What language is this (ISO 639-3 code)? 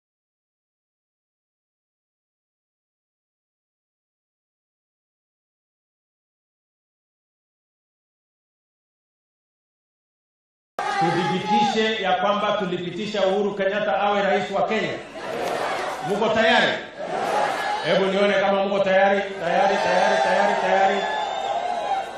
swa